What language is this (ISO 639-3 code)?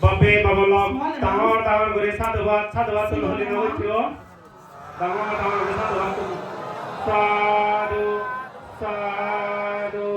ccp